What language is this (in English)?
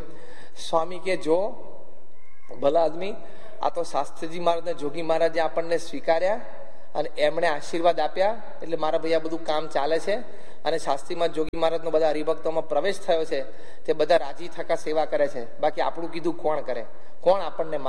Gujarati